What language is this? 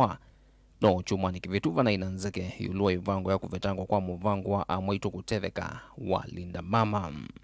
Kamba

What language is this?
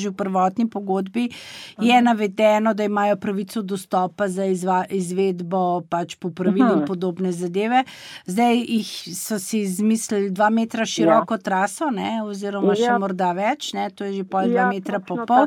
Slovenian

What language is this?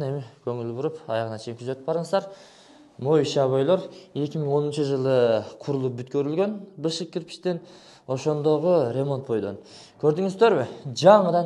Kyrgyz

